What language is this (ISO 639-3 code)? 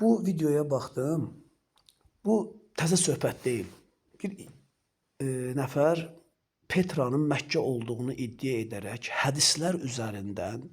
aze